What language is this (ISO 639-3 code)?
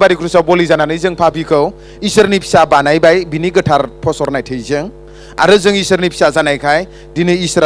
brx